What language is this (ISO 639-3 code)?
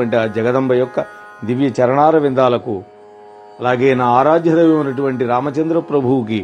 tel